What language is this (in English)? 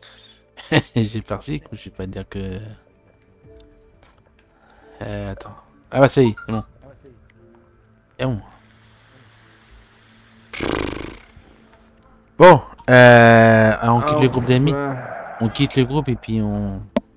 French